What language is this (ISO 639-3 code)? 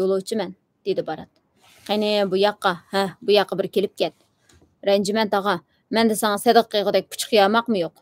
uig